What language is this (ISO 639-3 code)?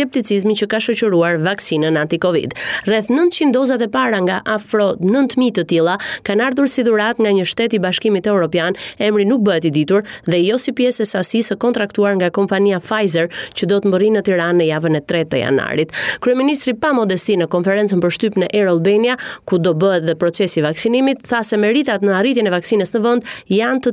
sqi